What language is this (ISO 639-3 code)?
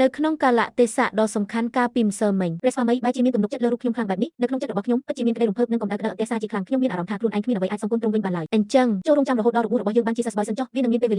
khm